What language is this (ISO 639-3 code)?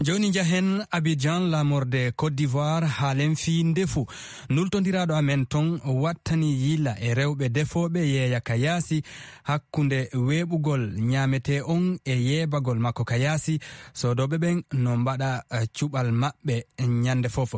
ful